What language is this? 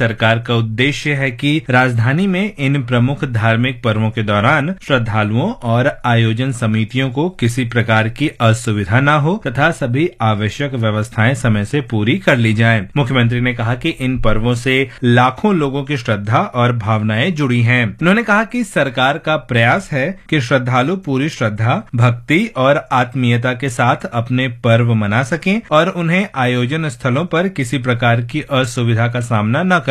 Hindi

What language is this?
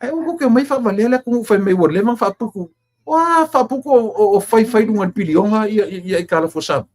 Samoan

